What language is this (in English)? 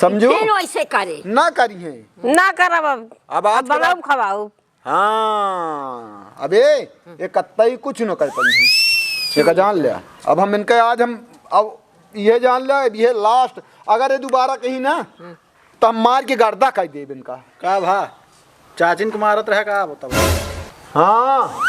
Awadhi